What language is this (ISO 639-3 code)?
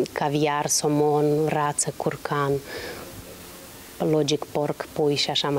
ron